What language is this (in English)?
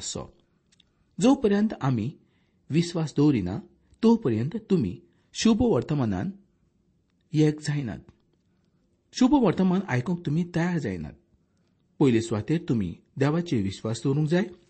Konkani